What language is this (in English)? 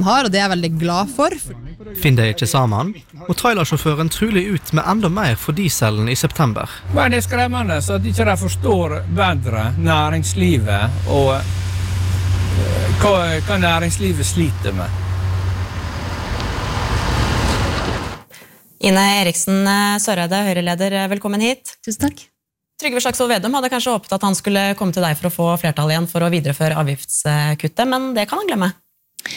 Norwegian